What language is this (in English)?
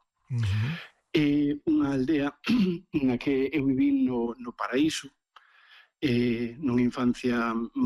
Galician